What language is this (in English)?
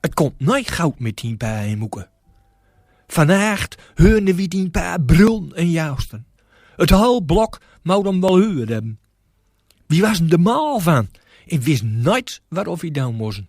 Gronings